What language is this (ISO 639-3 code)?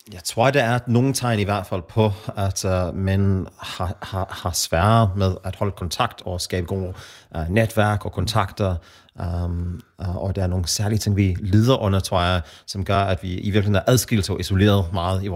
dan